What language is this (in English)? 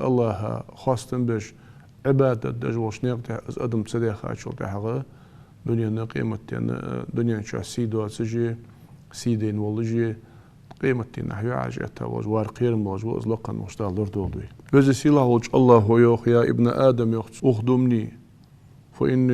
Ingush